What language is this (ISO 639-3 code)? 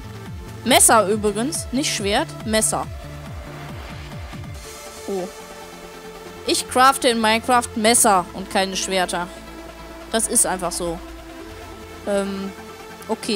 deu